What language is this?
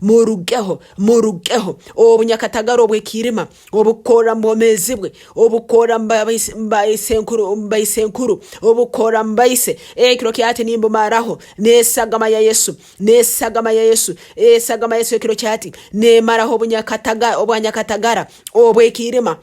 Nyankole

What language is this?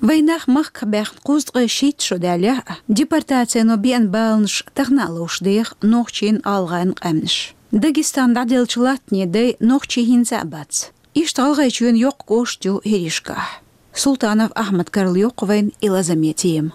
Chechen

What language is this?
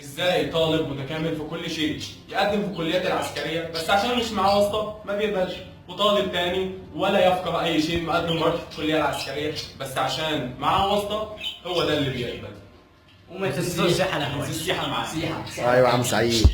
Egyptian Arabic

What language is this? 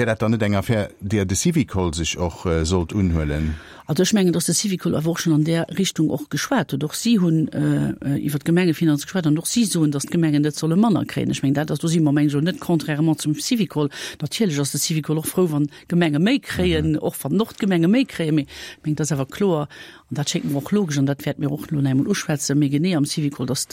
Luxembourgish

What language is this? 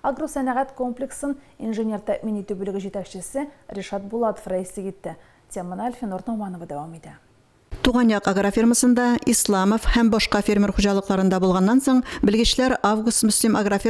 Tatar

